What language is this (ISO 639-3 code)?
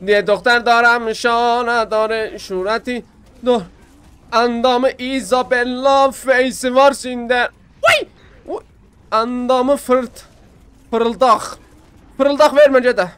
azb